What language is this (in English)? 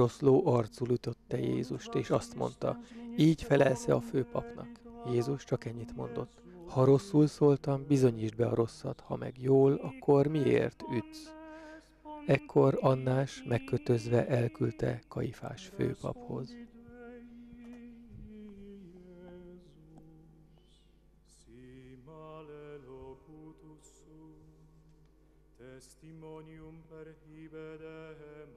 Hungarian